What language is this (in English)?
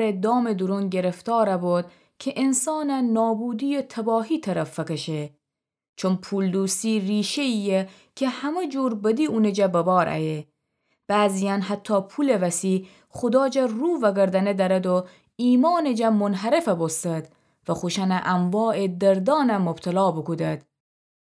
Gilaki